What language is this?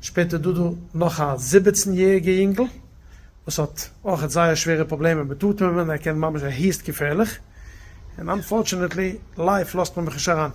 Yiddish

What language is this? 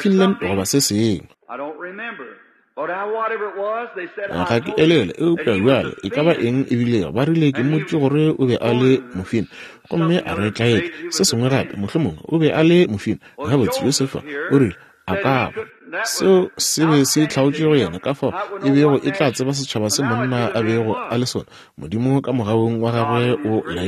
Northern Sotho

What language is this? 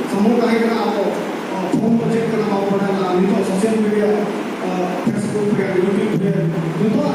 Santali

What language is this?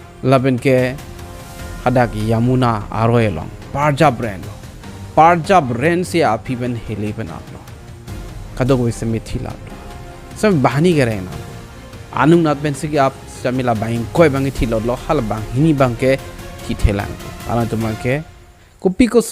Karbi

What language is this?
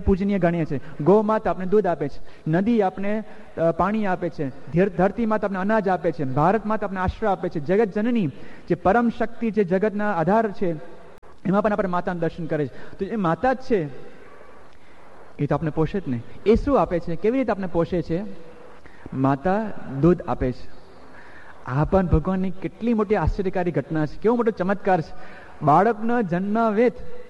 Gujarati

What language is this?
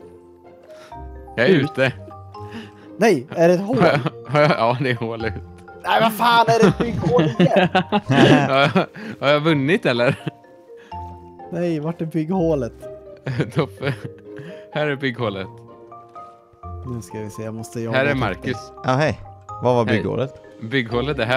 Swedish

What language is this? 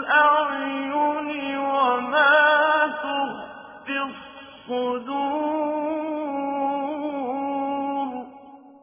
Arabic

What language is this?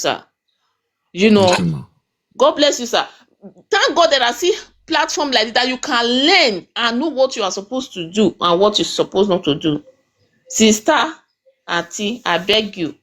Nigerian Pidgin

